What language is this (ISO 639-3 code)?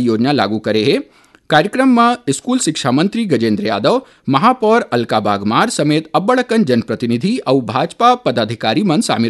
hne